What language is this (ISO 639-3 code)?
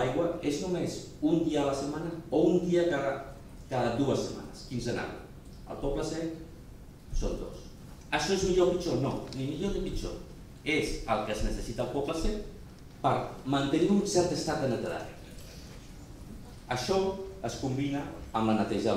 cat